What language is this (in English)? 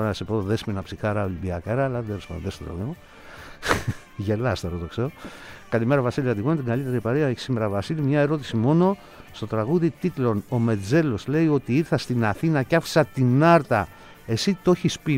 Greek